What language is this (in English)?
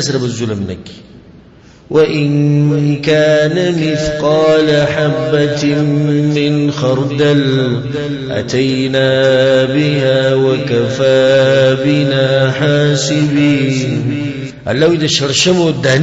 Pashto